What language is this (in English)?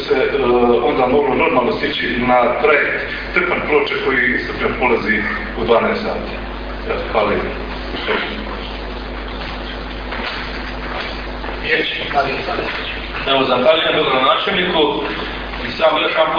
Croatian